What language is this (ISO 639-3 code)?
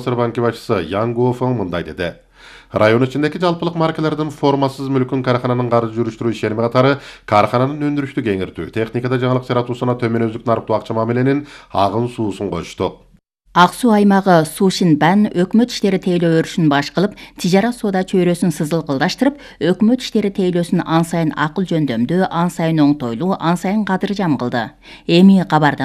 kir